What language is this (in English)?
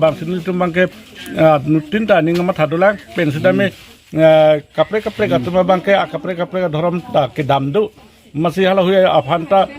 Karbi